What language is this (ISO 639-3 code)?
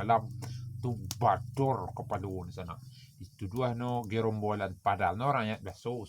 min